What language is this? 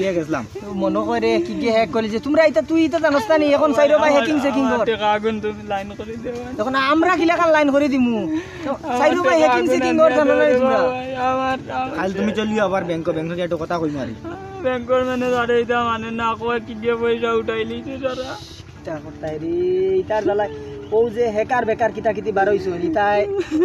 Sylheti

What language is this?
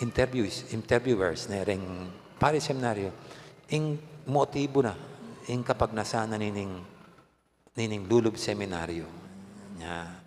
Pampanga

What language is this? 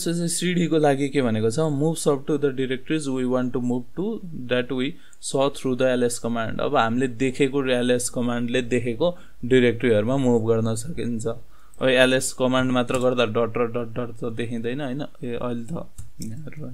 Nepali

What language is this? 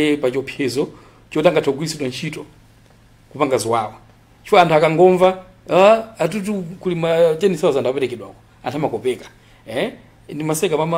Nyanja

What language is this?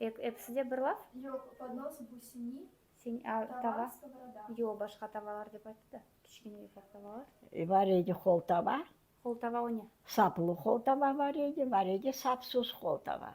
Crimean Tatar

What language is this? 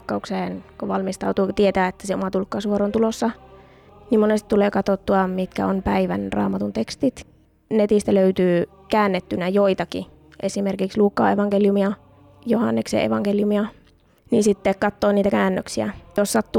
Finnish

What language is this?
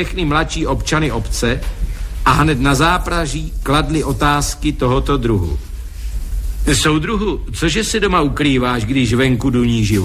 Czech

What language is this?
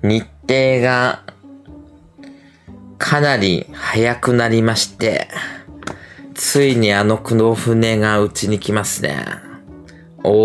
Japanese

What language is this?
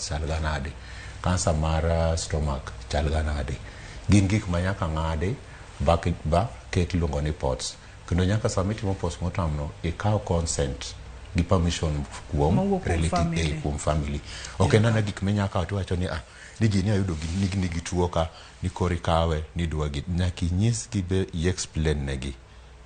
Luo (Kenya and Tanzania)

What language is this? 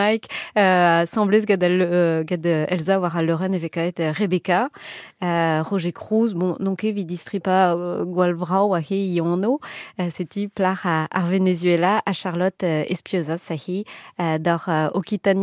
Breton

